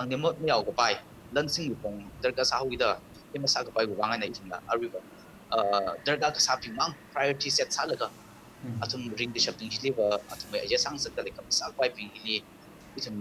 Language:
Tangkhul Naga (India)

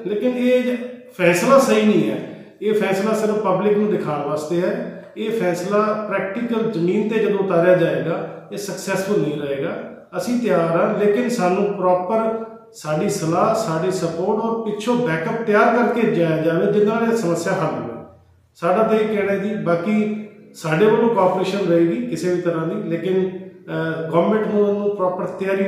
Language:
Punjabi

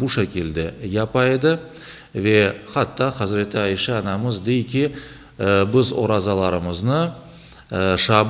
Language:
Crimean Tatar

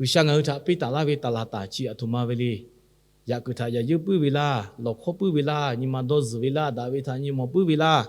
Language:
Lahu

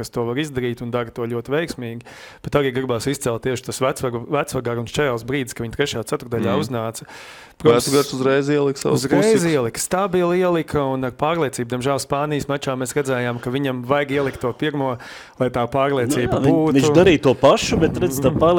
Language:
Latvian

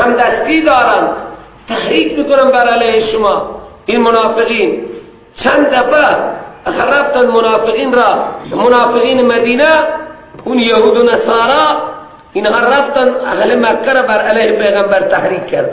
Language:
Persian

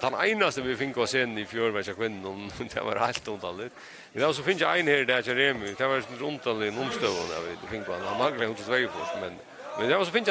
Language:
Faroese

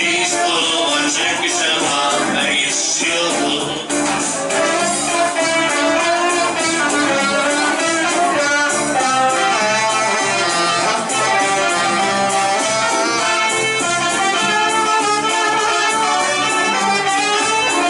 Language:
Hungarian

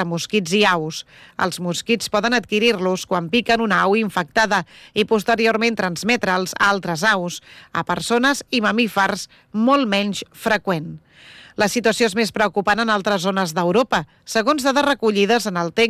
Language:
Catalan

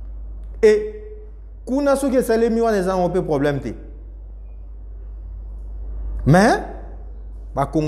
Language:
Lingala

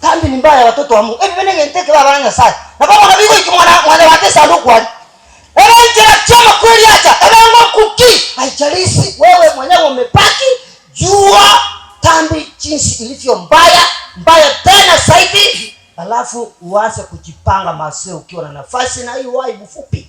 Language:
Gusii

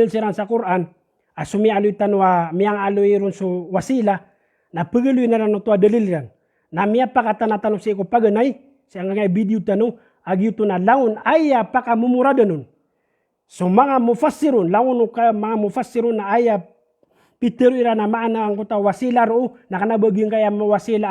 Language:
Maranao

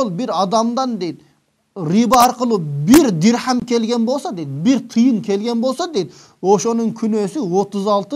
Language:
Kyrgyz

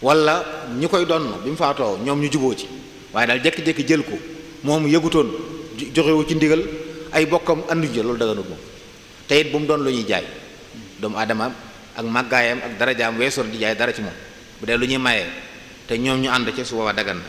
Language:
Wolof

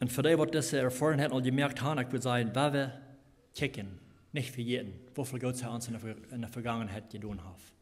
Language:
Plautdietsch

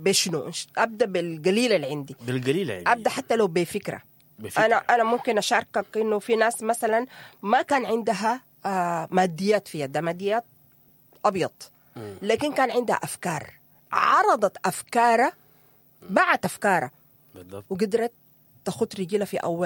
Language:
Sudanese Arabic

